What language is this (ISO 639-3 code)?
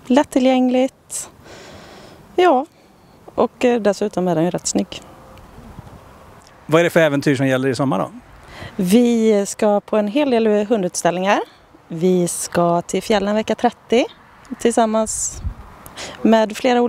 swe